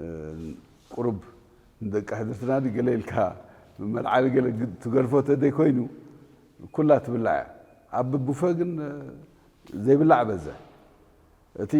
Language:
Tigrinya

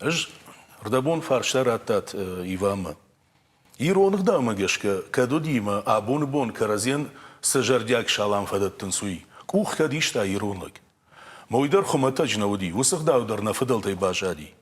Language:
Ossetic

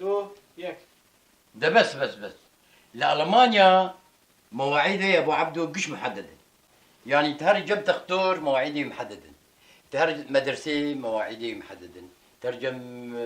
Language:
Kurdish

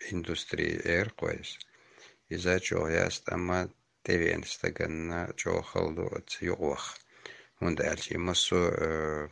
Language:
Chechen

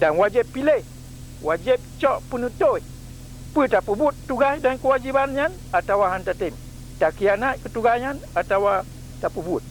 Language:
Achinese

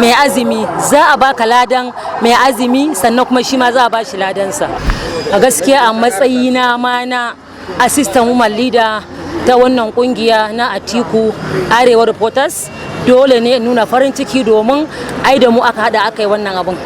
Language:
Hausa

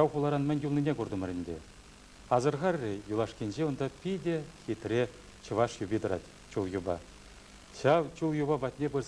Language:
Chuvash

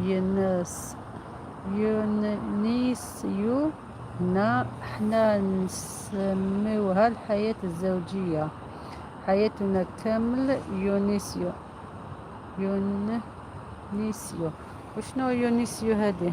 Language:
Algerian Arabic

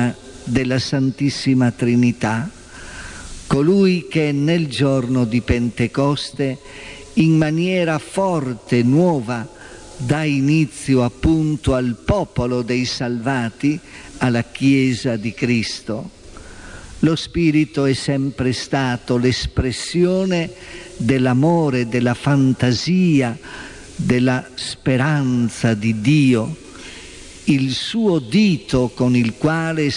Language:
Italian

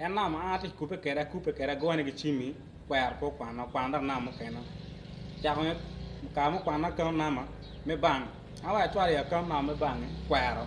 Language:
Acoli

